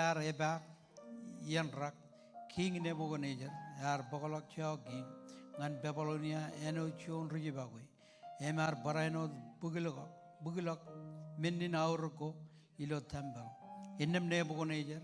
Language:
Marshallese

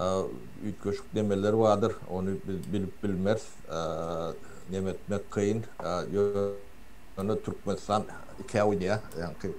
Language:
Turkmen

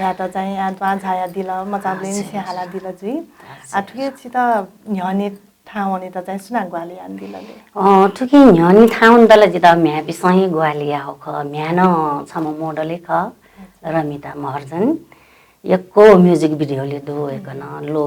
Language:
Newari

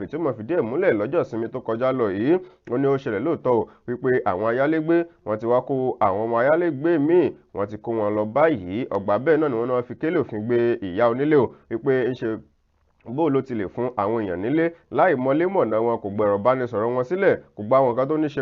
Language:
Yoruba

